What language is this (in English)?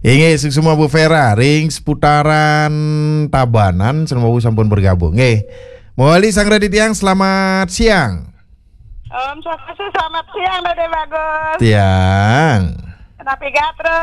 Balinese